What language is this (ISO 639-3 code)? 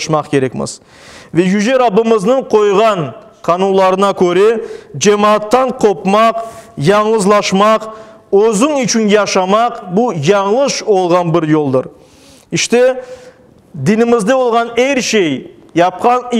crh